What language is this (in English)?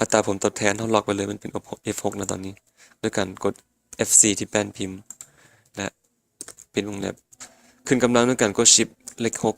Lao